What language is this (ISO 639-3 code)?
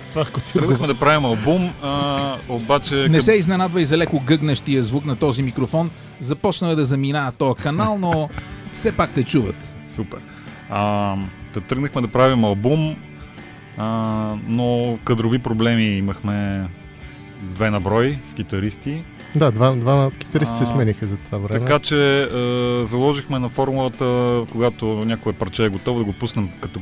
bul